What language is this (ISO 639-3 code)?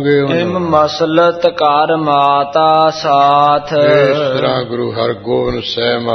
pan